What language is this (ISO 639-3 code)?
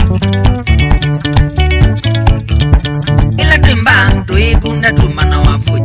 swa